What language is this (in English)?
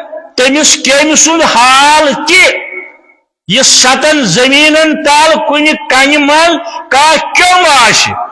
Kashmiri